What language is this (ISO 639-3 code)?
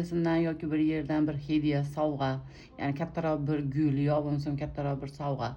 uzb